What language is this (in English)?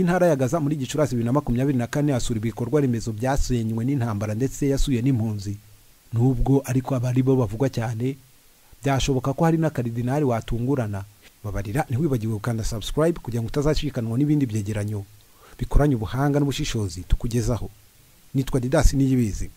Kinyarwanda